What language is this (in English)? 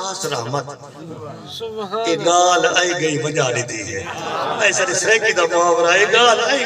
Saraiki